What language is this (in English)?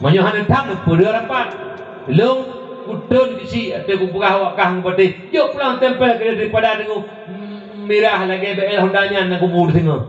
Achinese